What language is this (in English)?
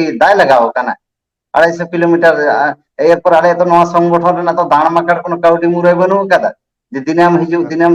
Santali